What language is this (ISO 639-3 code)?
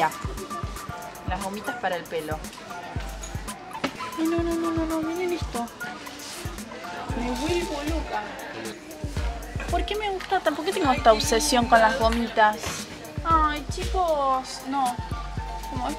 spa